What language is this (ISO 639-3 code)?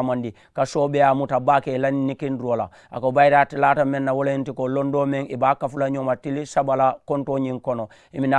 man